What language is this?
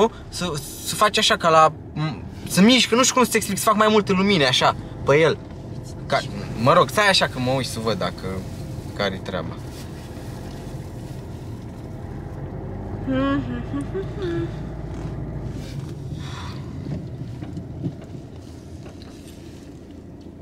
Romanian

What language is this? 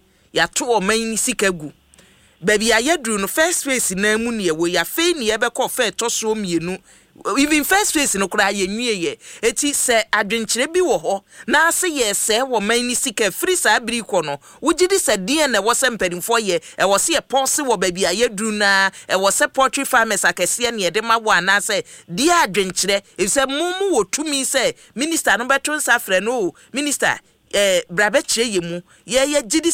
Akan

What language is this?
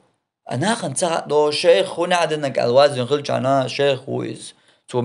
Chechen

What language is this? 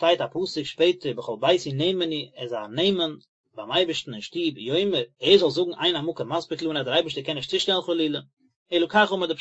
Yiddish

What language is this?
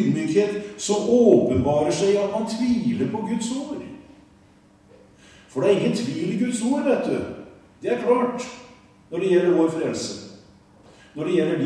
Norwegian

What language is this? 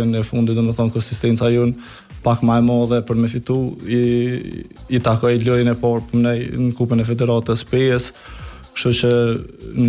Albanian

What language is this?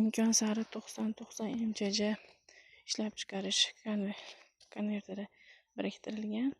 Uzbek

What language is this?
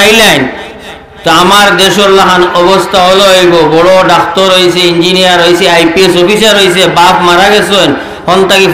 Sylheti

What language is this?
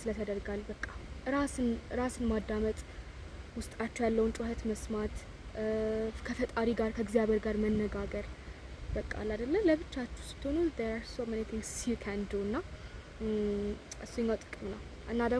Amharic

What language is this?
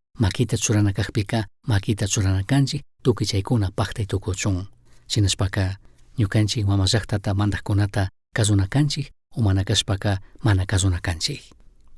Chimborazo Highland Quichua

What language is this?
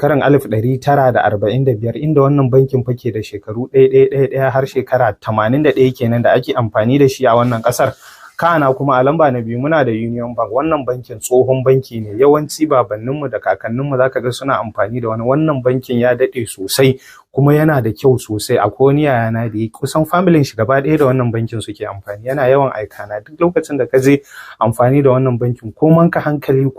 Hausa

